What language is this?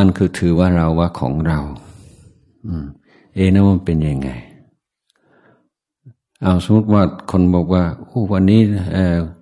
Thai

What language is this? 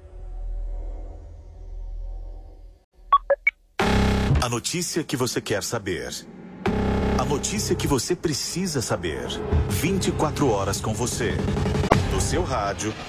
Portuguese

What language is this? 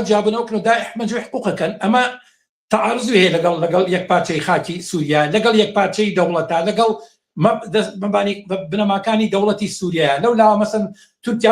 Central Kurdish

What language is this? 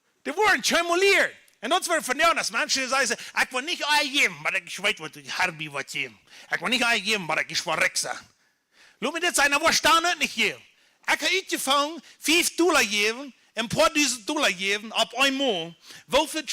Plautdietsch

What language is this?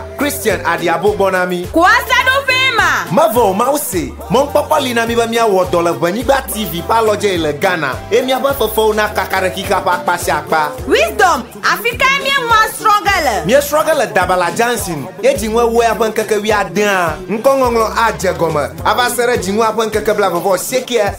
Ewe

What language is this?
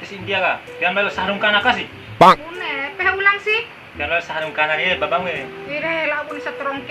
Bima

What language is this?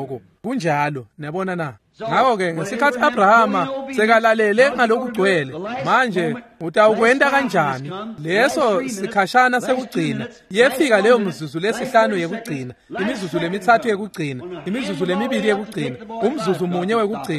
Swati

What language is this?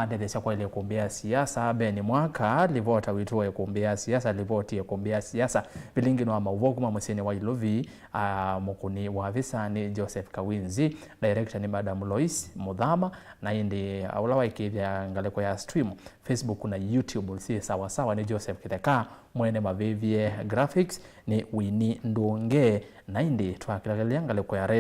Kamba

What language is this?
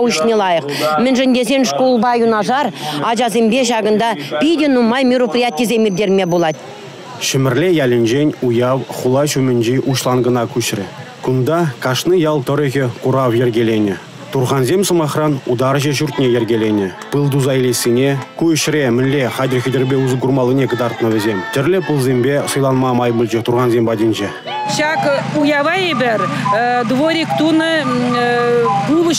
Chuvash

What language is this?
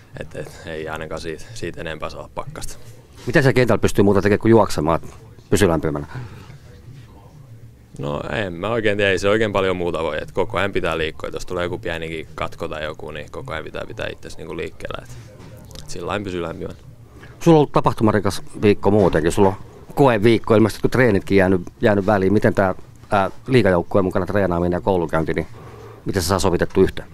Finnish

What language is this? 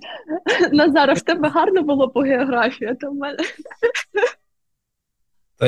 Ukrainian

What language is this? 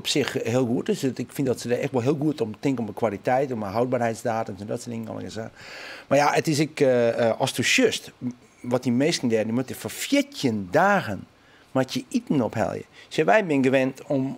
Western Frisian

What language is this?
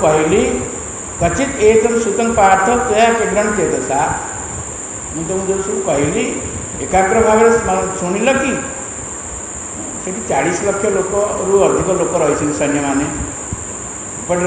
Odia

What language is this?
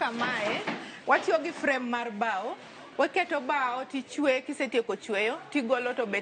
Luo (Kenya and Tanzania)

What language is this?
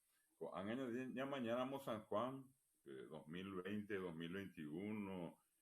Guarani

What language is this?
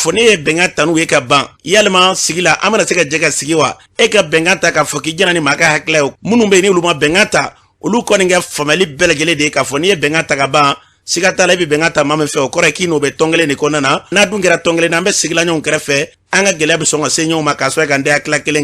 Bambara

